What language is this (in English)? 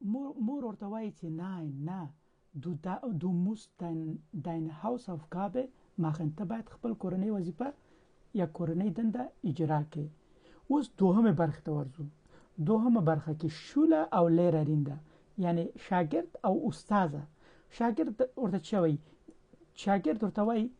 Pashto